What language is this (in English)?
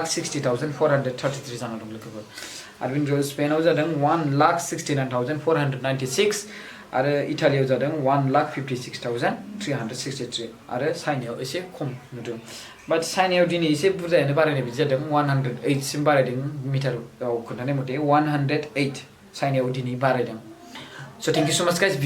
Bodo